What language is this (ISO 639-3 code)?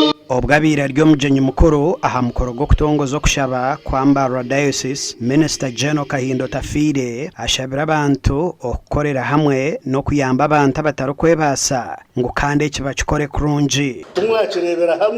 nyn